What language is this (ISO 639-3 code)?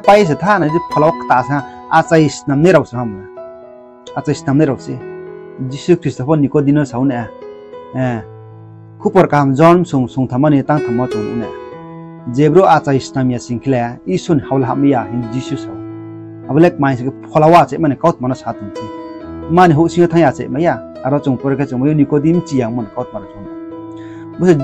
ria